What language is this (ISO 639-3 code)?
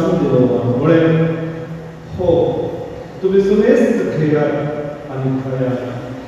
kok